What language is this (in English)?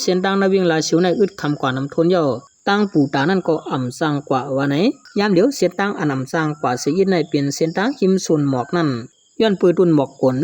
Shan